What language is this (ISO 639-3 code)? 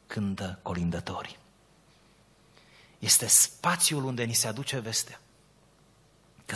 ron